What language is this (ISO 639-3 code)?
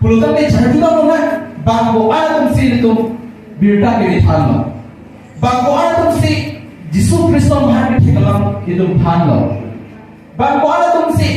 mjw